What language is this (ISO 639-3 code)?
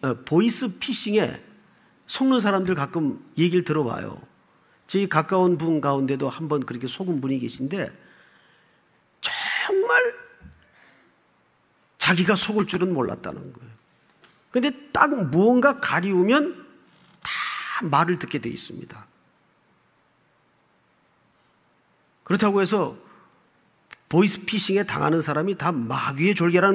kor